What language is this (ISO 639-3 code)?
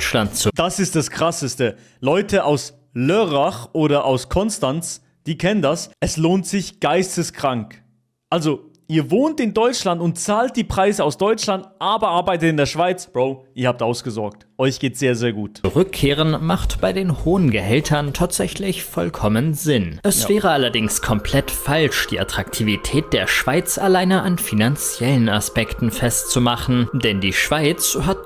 gsw